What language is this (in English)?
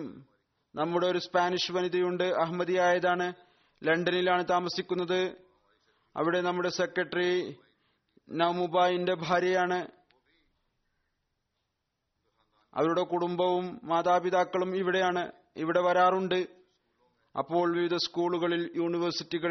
Malayalam